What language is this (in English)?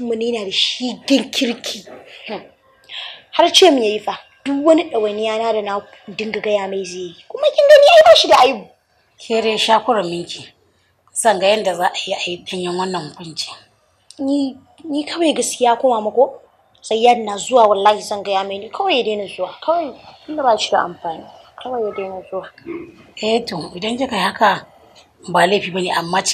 Hausa